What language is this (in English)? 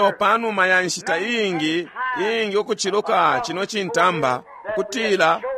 Bemba